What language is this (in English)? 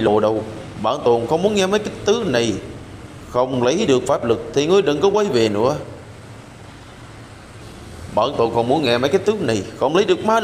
Vietnamese